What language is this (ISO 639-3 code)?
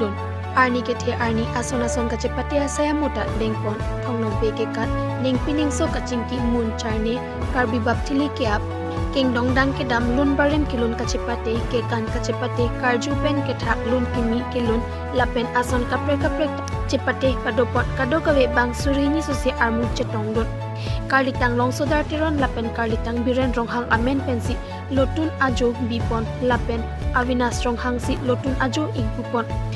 mjw